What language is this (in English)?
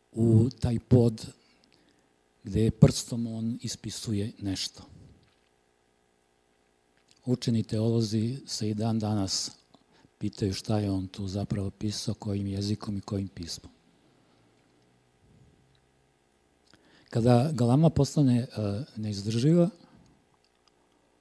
Serbian